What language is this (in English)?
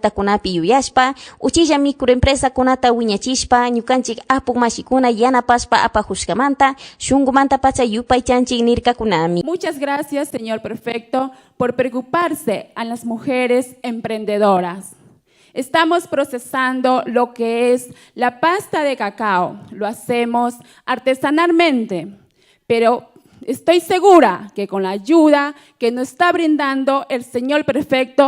Chimborazo Highland Quichua